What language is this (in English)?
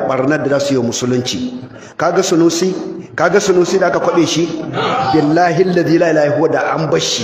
Hausa